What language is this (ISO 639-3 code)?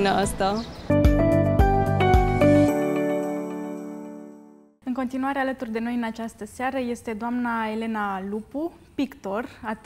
ron